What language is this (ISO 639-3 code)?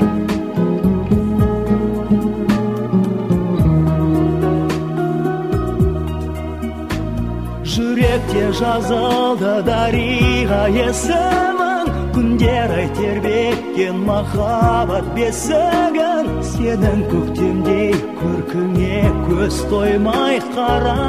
kaz